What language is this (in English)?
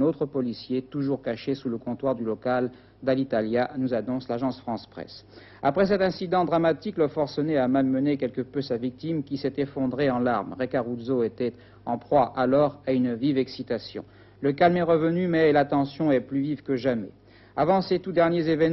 French